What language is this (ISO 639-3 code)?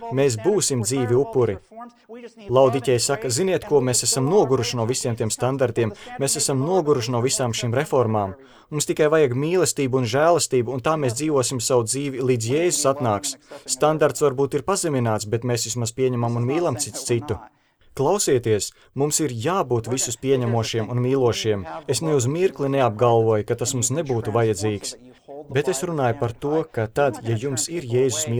lav